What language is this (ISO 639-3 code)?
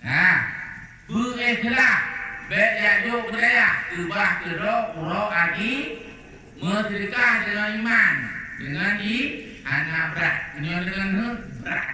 ace